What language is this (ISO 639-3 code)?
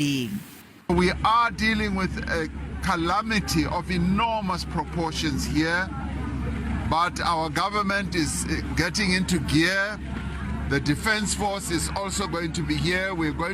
sot